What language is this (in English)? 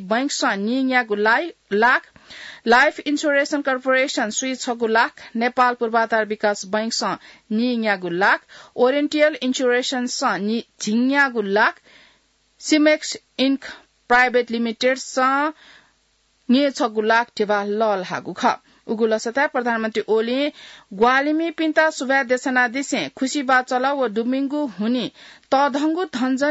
Newari